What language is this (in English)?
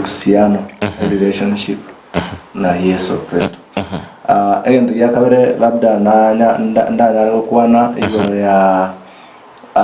Gusii